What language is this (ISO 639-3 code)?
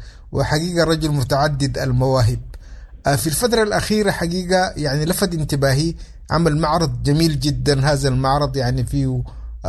apd